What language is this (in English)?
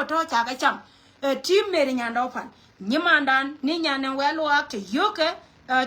Nuer